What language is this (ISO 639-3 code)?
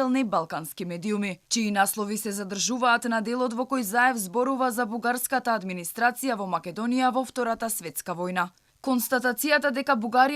mkd